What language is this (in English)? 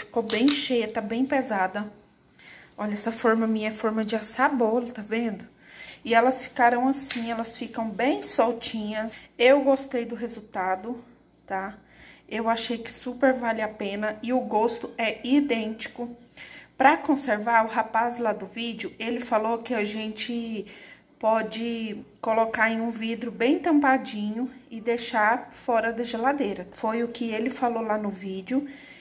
Portuguese